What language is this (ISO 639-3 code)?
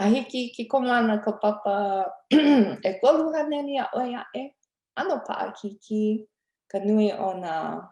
haw